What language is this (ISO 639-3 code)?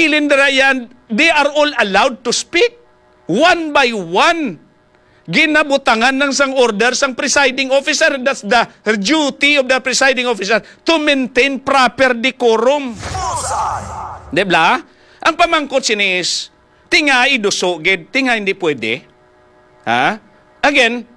hil